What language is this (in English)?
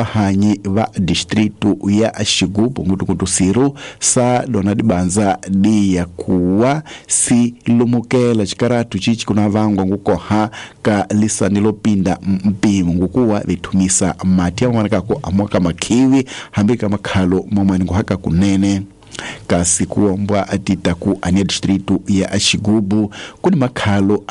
Tsonga